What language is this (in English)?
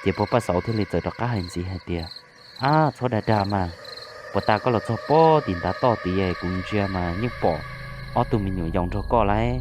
Hmong